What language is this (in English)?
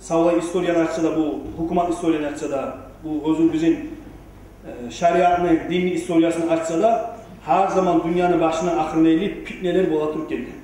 Kumyk